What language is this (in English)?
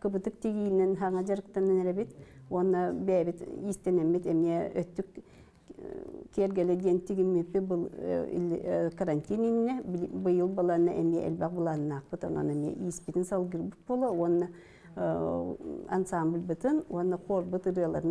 Yakut